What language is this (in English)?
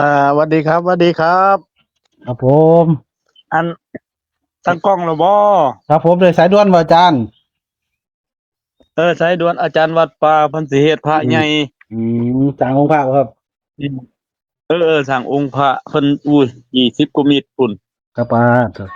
Northeastern Thai